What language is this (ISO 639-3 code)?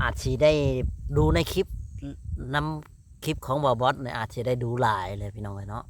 lao